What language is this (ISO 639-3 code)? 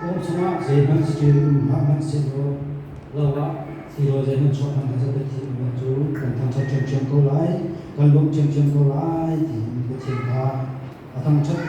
cnh